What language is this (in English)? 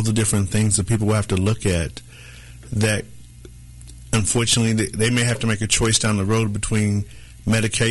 English